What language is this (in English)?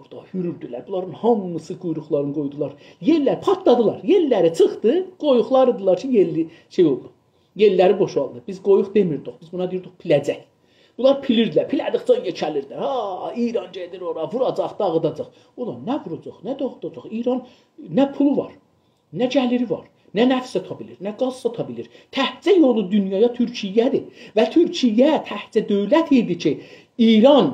South Azerbaijani